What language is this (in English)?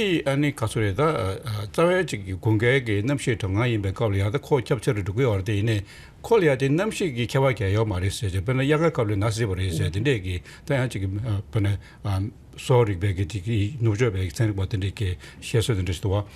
Tibetan